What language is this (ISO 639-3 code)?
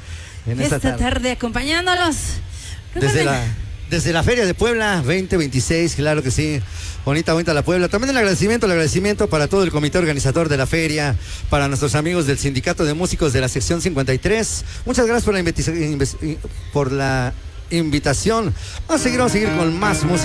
spa